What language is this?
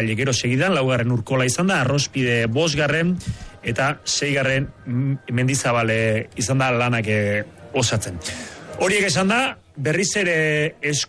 Basque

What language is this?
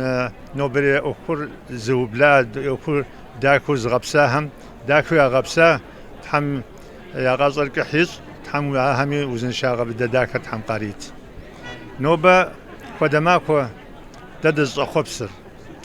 Kabardian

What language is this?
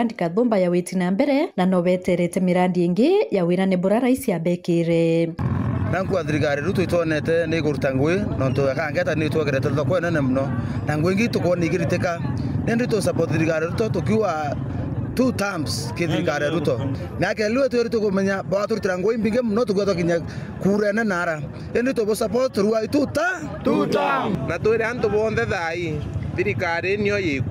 Meru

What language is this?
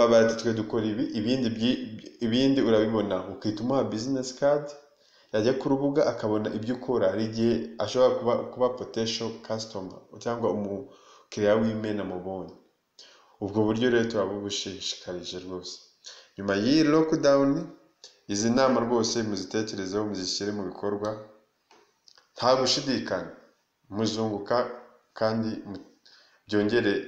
Kinyarwanda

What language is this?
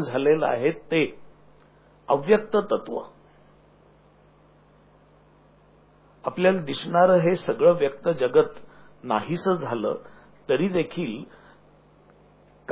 Marathi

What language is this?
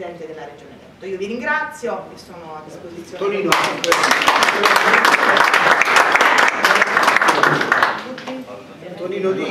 Italian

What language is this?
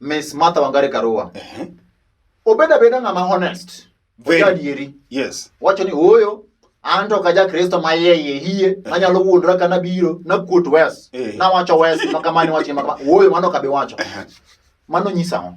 Luo (Kenya and Tanzania)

